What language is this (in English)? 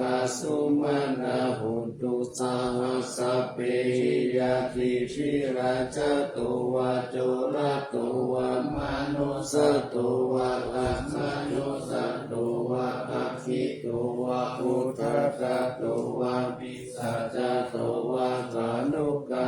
Pali